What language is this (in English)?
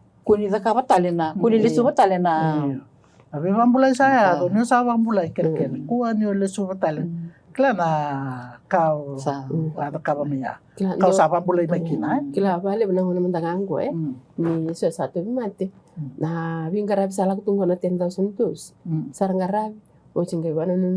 Fijian